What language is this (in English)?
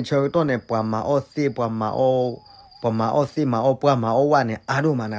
S'gaw Karen